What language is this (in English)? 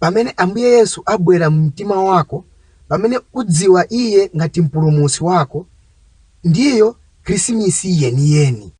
Nyanja